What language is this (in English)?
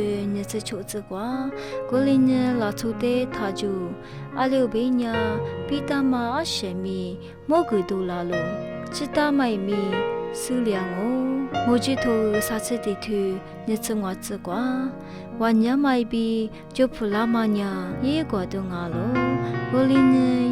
Lisu